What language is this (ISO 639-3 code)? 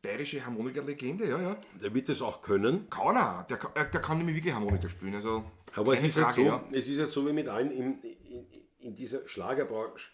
bar